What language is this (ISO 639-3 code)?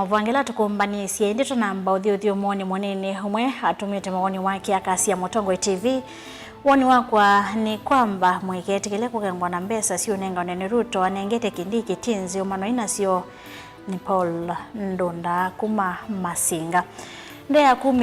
kam